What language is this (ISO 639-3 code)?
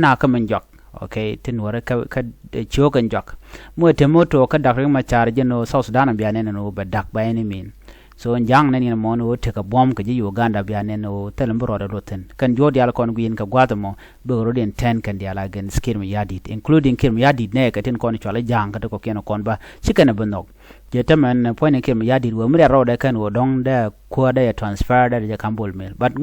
nus